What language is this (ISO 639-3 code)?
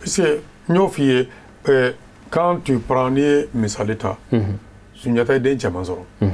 bam